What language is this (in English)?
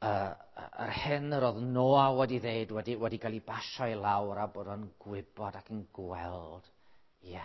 Welsh